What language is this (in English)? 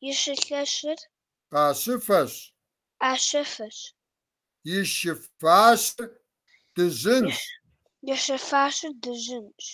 Kabardian